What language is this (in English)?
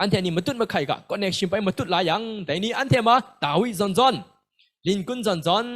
Kachin